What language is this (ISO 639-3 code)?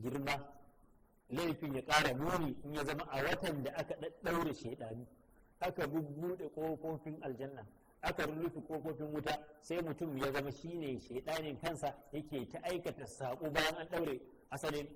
hau